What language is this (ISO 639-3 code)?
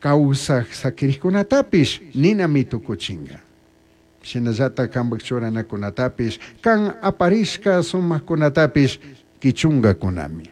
qug